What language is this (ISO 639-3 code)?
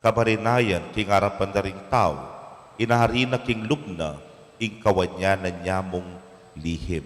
pam